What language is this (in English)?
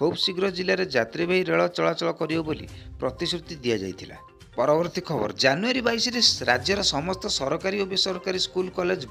Odia